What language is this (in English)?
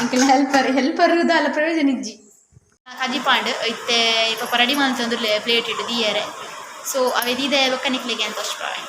Tulu